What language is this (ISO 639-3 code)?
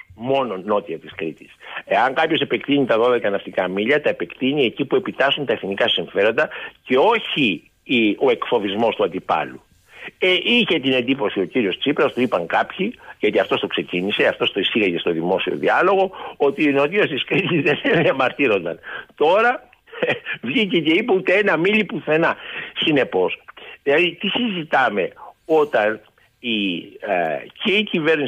ell